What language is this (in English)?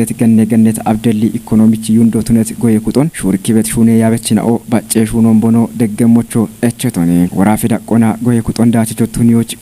Kafa